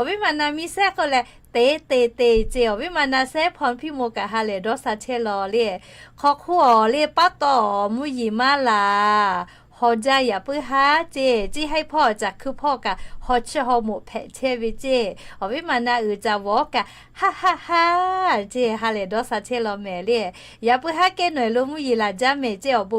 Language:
Lahu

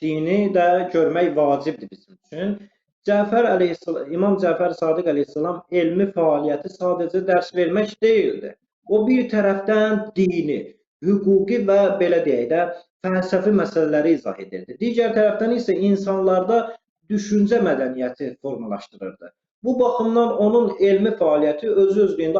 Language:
Azerbaijani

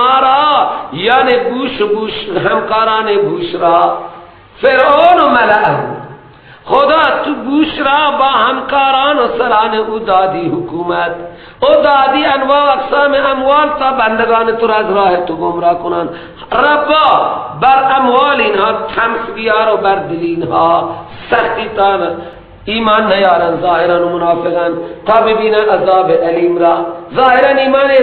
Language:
Persian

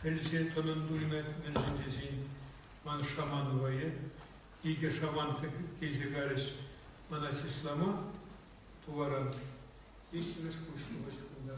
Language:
Chuvash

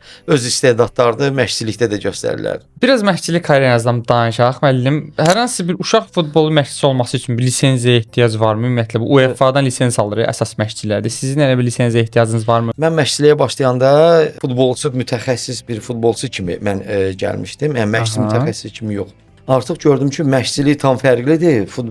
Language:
Azerbaijani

